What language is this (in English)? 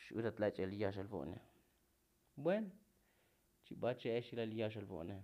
Tzotzil